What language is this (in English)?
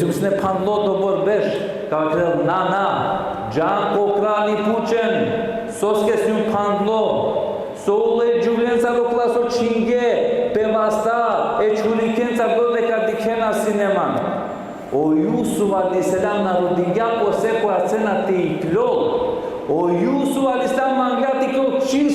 Balkan Romani